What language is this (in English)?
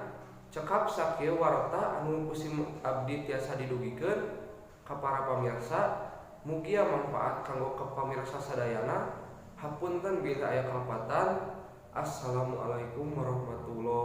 Sundanese